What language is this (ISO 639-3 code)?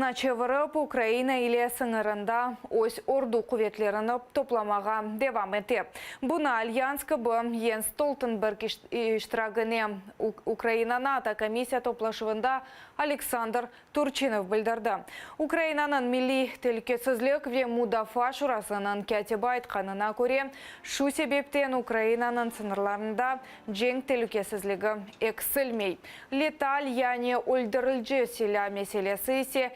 crh